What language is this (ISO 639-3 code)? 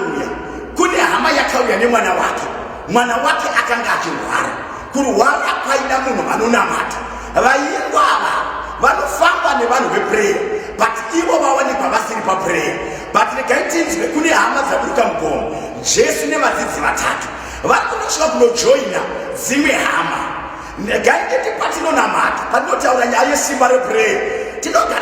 sna